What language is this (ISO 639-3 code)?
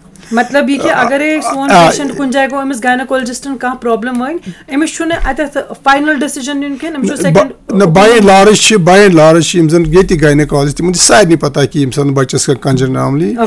kas